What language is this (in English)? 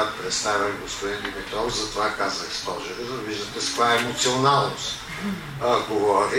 Bulgarian